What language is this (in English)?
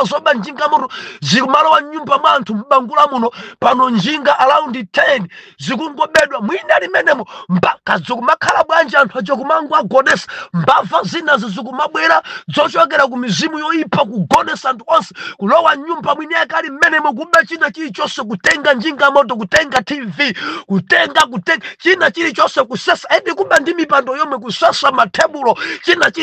Nyanja